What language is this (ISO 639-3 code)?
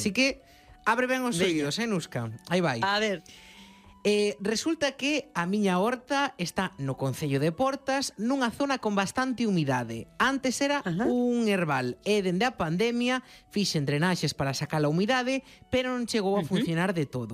glg